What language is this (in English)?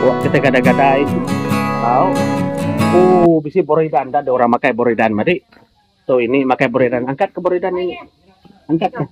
Iban